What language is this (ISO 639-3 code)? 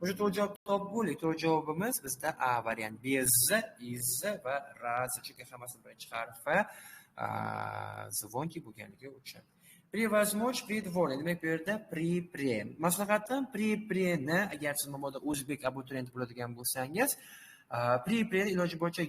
uzb